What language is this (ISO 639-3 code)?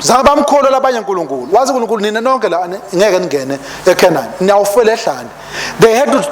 ssw